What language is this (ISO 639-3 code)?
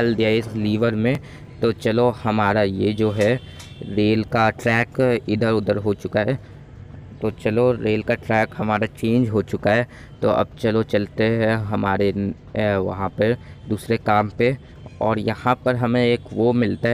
hin